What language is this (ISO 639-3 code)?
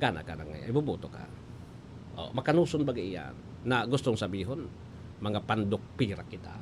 bik